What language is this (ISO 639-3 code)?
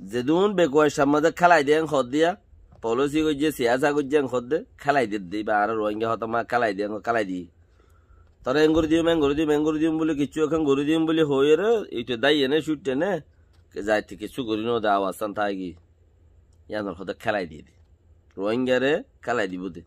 rhg